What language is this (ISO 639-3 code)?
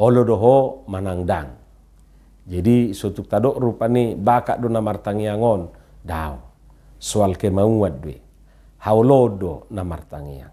bbc